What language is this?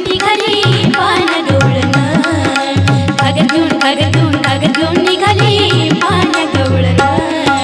Marathi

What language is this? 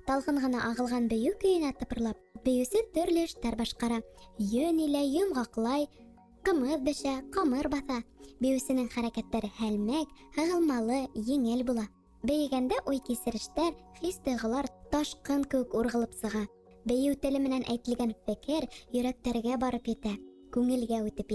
Bashkir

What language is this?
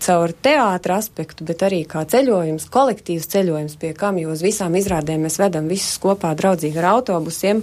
Latvian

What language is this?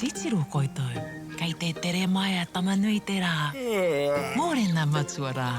Māori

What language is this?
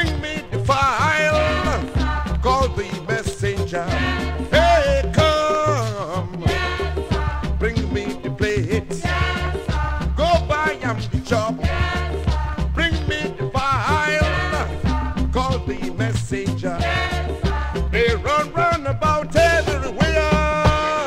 Nigerian Pidgin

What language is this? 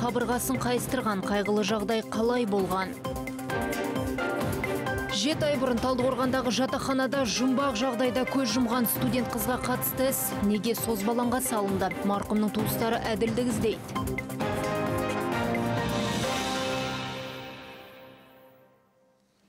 Kazakh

